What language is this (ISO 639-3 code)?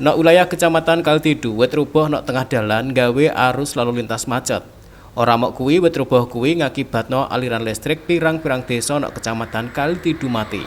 jav